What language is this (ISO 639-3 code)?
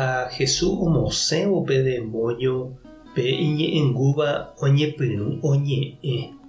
grn